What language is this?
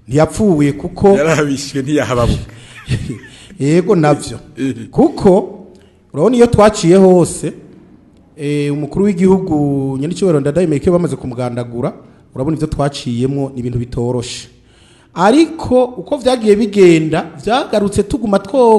Rundi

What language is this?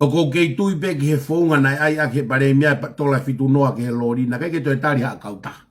Tongan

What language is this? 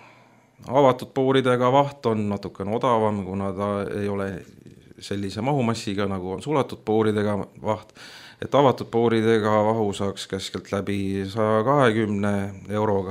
Estonian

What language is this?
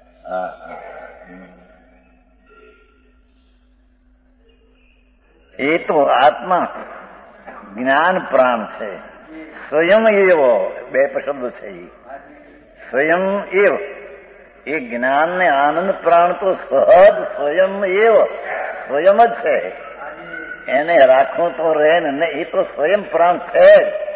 Gujarati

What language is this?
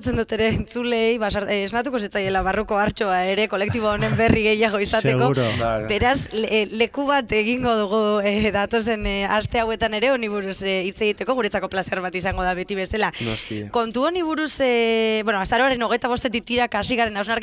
Basque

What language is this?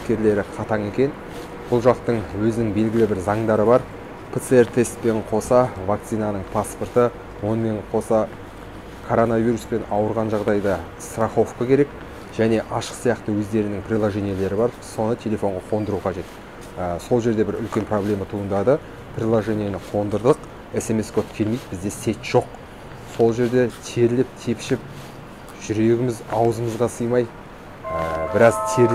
Kazakh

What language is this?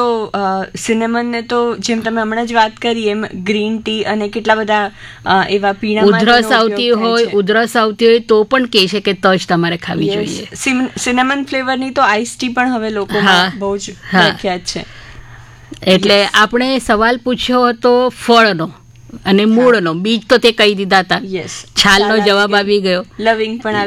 Gujarati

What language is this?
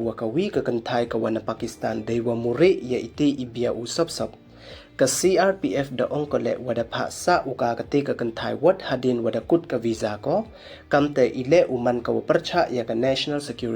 Pnar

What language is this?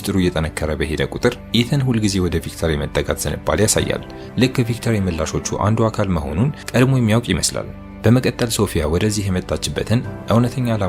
Amharic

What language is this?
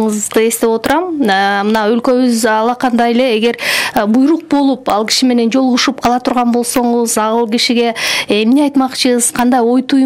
Kyrgyz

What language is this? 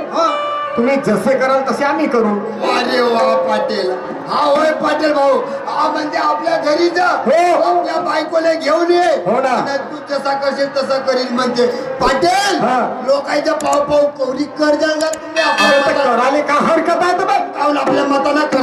Marathi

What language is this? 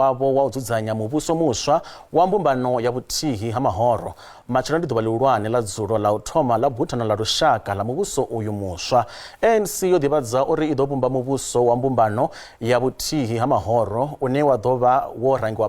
Venda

